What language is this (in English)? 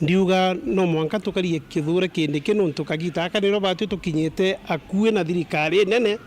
Meru